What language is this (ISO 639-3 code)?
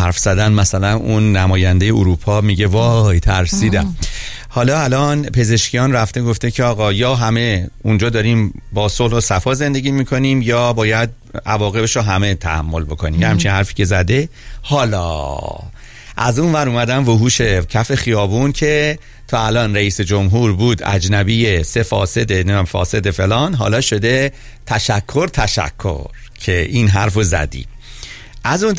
fas